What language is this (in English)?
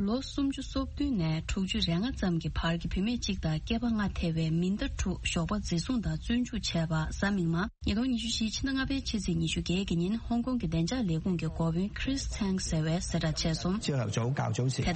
Tibetan